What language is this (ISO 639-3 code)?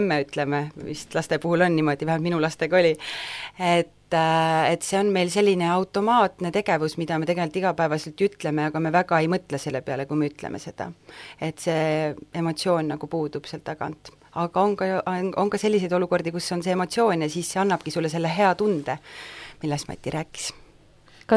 est